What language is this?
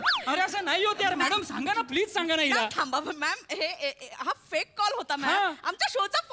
Marathi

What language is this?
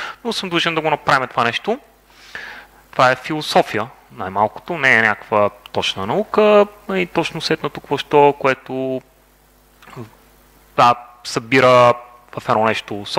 Bulgarian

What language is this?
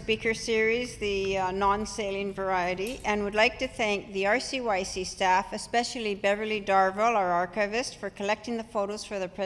English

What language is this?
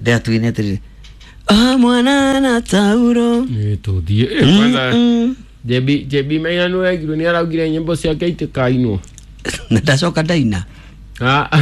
Kikuyu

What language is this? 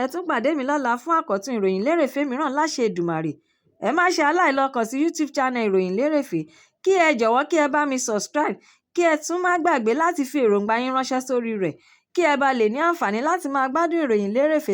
Yoruba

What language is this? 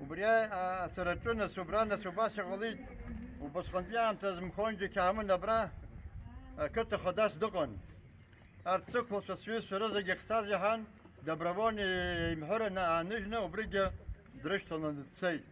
Abkhazian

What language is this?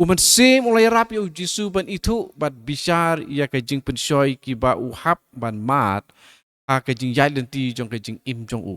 Khasi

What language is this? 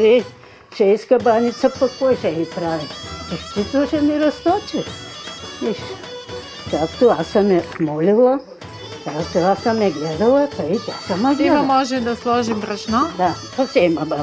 Bulgarian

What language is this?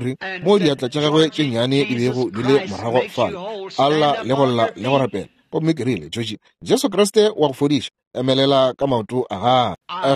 Northern Sotho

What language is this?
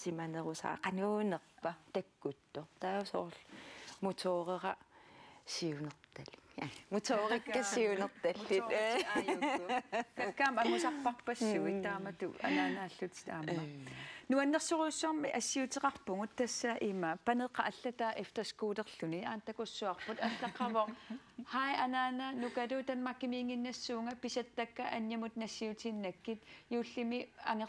Kalaallisut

